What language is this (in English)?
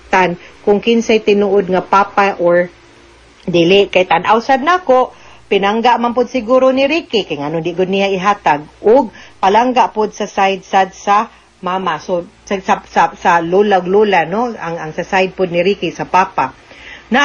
Cebuano